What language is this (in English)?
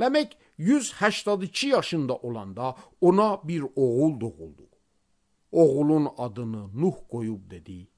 Azerbaijani